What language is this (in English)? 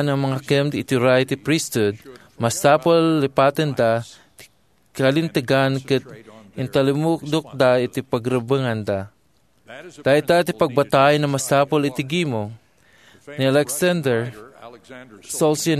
Iloko